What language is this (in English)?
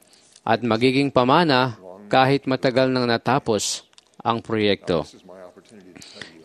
Filipino